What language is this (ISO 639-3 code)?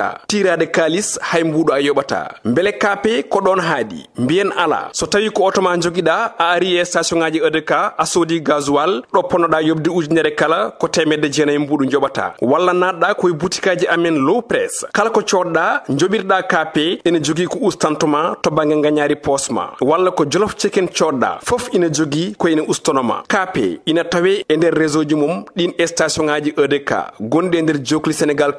ful